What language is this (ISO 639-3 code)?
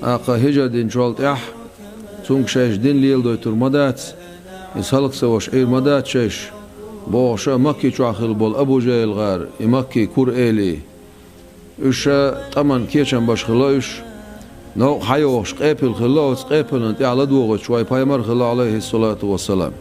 che